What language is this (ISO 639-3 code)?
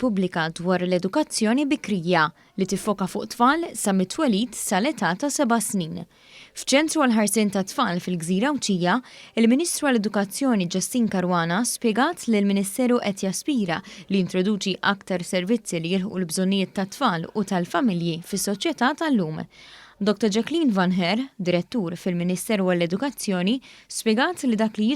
mlt